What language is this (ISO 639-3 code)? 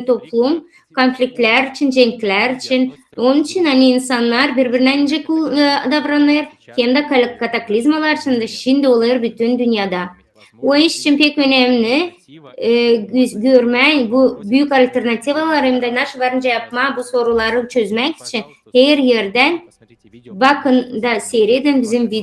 gag